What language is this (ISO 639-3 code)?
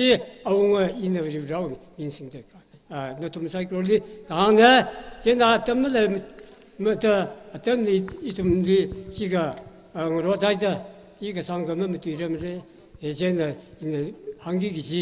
nmf